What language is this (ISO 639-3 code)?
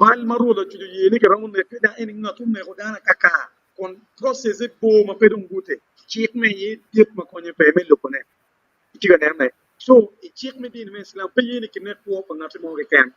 ach